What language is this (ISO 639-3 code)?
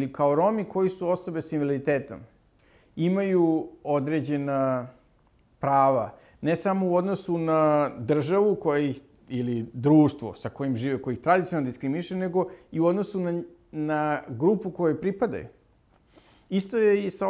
srp